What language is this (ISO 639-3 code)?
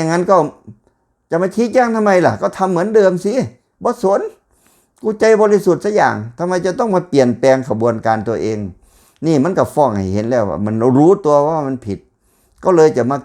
tts